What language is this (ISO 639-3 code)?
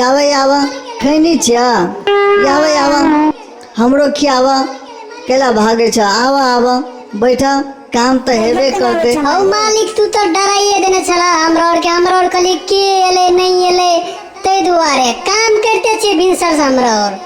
mai